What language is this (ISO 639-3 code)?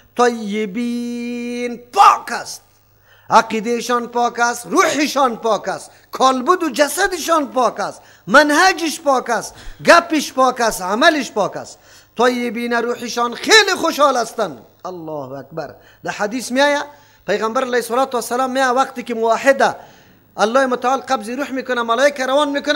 fas